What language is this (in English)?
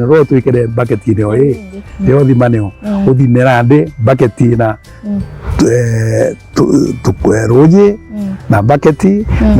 Meru